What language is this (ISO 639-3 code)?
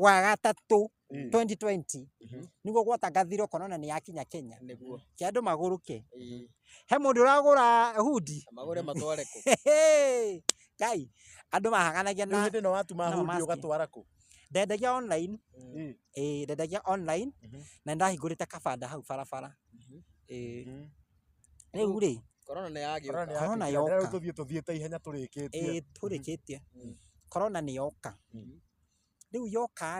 kik